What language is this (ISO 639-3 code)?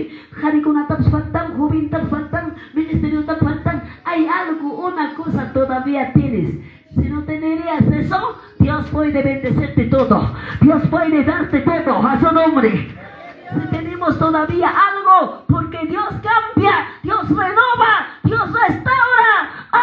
que